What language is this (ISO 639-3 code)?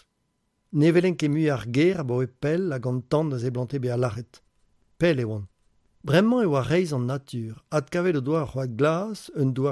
bre